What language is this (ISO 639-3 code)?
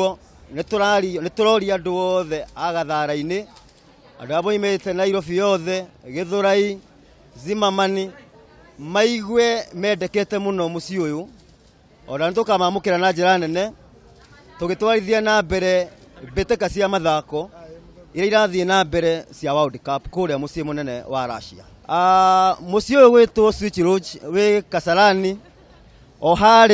kik